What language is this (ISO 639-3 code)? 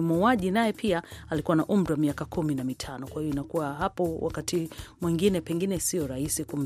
swa